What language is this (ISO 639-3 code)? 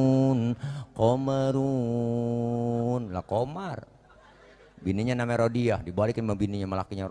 bew